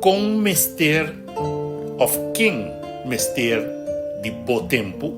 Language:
Papiamento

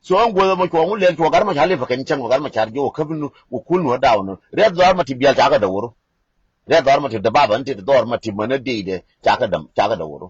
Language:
Nuer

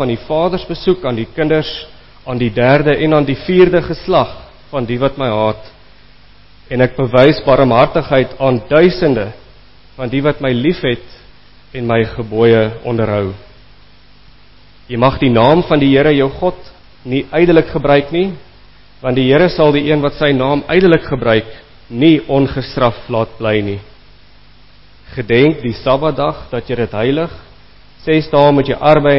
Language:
Afrikaans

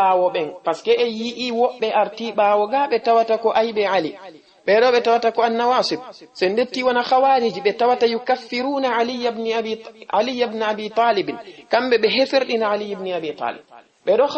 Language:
Fula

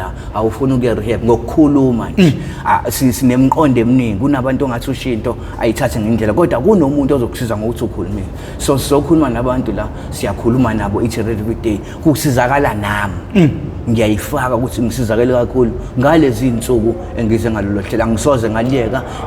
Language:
Zulu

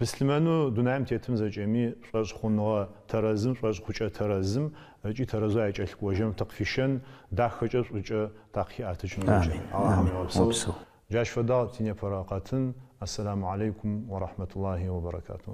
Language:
Adyghe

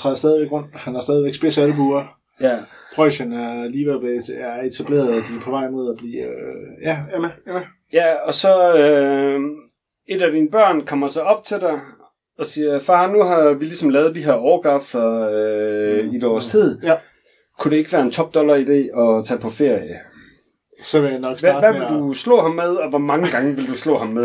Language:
Danish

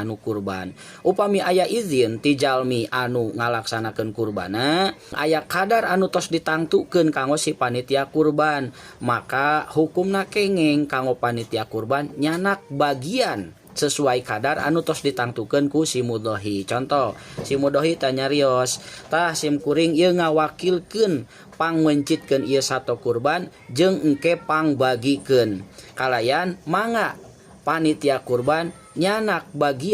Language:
Sundanese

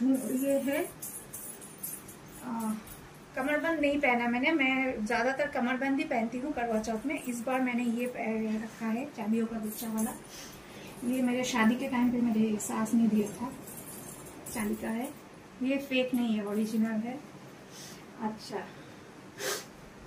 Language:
Hindi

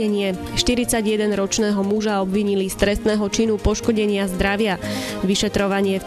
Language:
Slovak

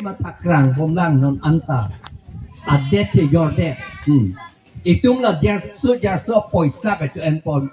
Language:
Karbi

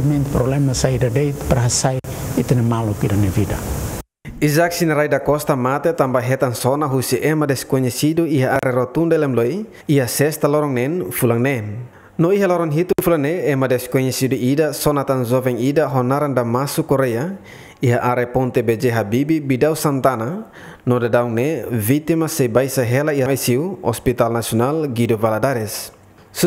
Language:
Tetum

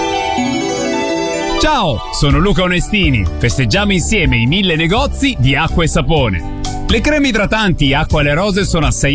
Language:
Italian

